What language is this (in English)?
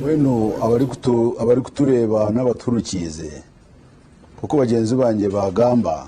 Nyankole